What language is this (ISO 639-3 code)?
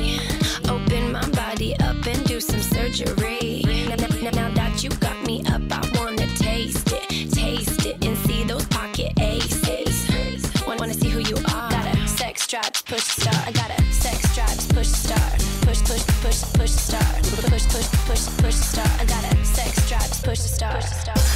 eng